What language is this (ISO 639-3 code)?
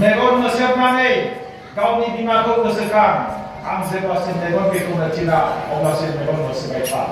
brx